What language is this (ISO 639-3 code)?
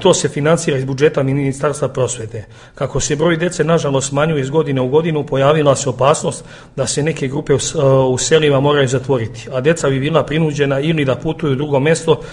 srp